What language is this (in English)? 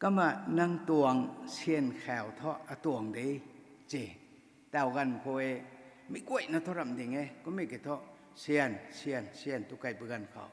Rongmei Naga